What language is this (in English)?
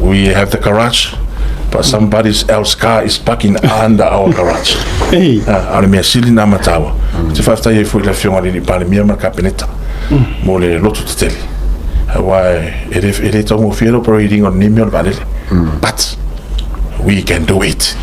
Samoan